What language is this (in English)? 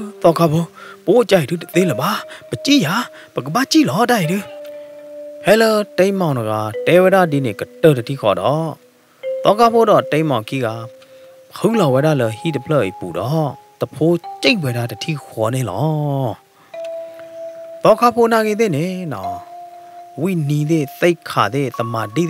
S'gaw Karen